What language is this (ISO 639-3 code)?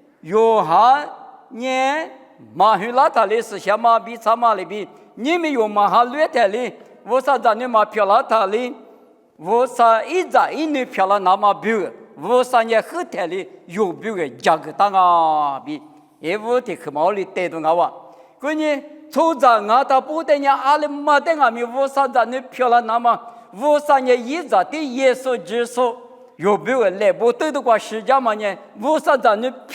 lis